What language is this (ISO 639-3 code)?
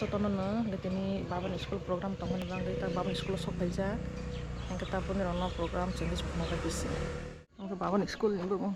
trp